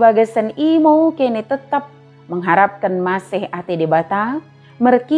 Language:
Batak Dairi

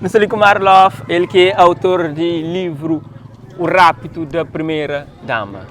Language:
Kabuverdianu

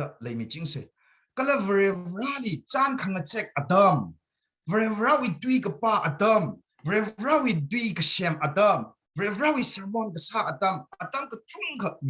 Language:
Tangkhul Naga (India)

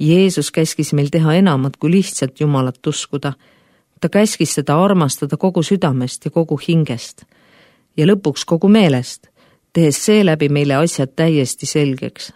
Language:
Estonian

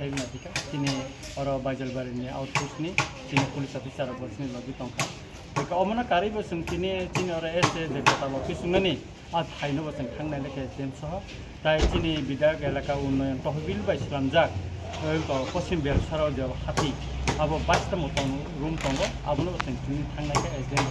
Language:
Kok Borok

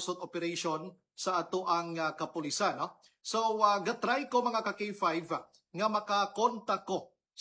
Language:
Cebuano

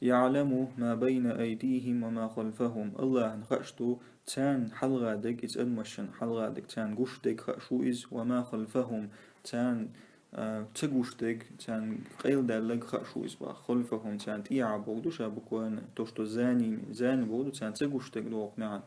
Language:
Chechen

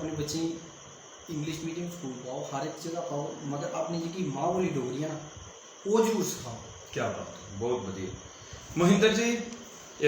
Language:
Dogri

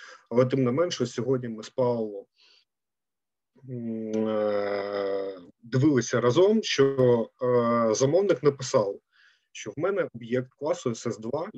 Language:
Ukrainian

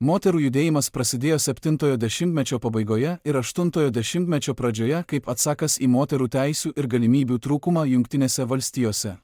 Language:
Lithuanian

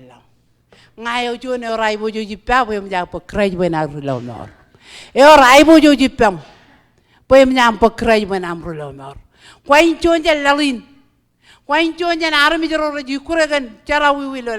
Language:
Marshallese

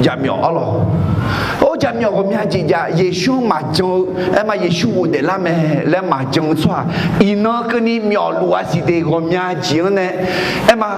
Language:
Akha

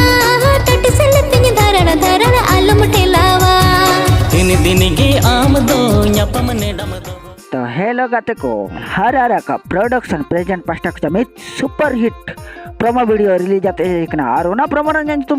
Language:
Santali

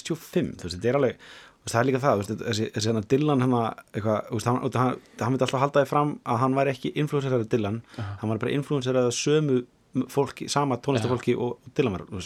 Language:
Icelandic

